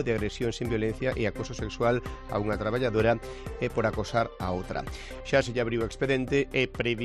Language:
Galician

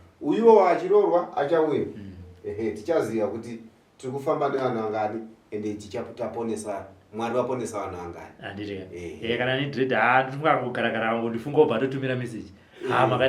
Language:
Shona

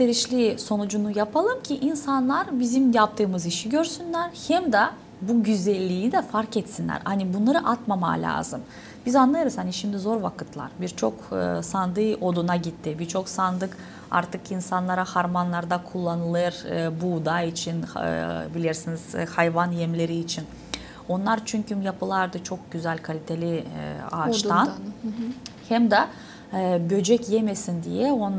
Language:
Gagauz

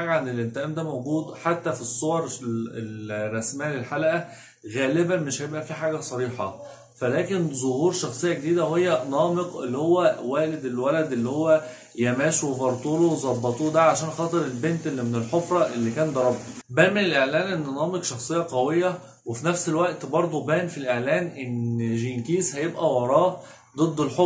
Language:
Egyptian Arabic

